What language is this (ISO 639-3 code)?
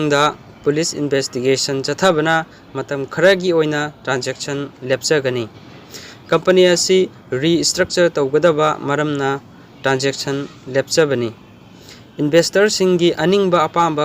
mni